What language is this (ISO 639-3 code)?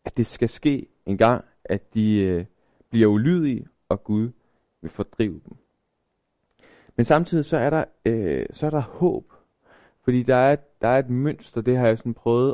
dan